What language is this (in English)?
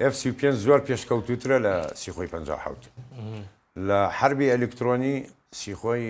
Central Kurdish